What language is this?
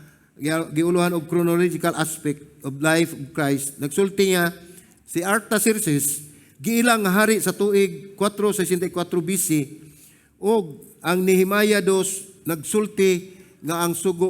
Cebuano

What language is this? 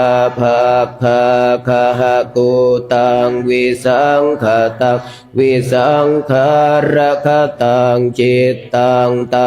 Pali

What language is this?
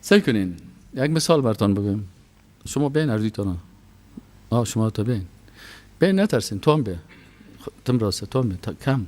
Persian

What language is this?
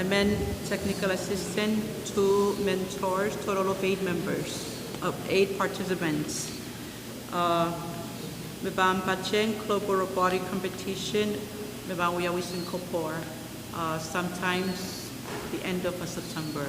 Pohnpeian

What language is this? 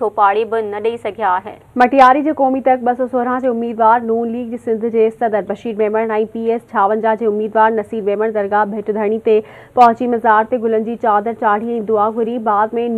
Sindhi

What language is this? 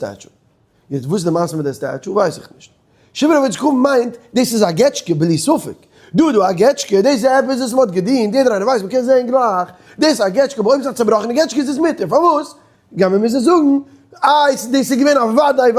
Yiddish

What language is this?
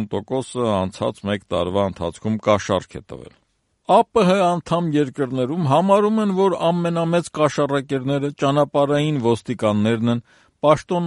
Armenian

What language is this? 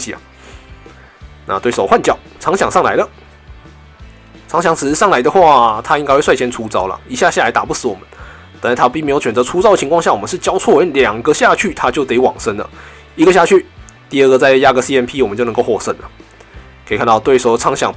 Chinese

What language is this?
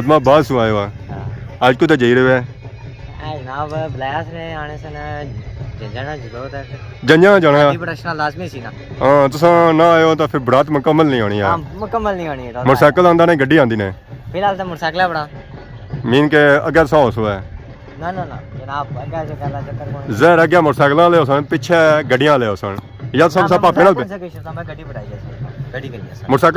Pahari-Potwari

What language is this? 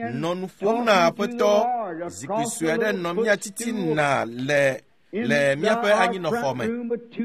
Ewe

